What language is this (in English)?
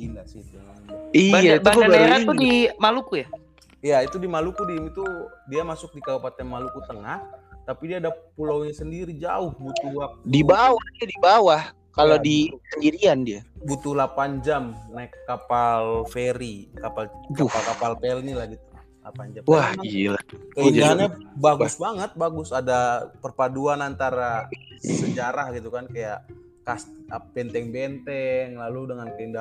Indonesian